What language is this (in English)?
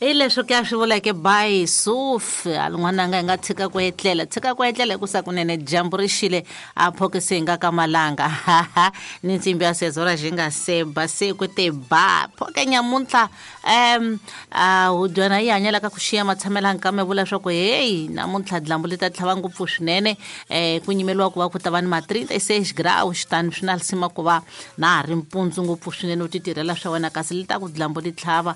Tsonga